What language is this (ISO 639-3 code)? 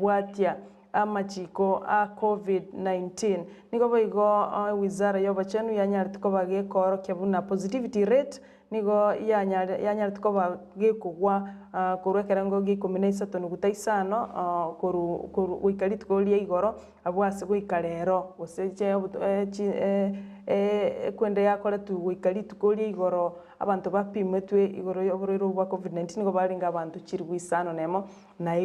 guz